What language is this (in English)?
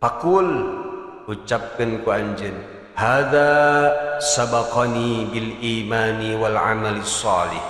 Sundanese